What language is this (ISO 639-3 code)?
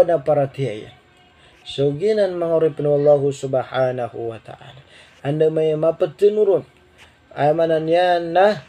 mrw